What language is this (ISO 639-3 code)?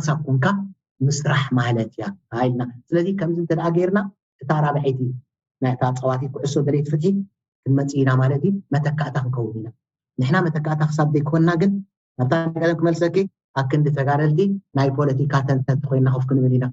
tir